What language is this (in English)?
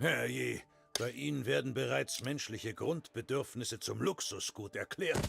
Bavarian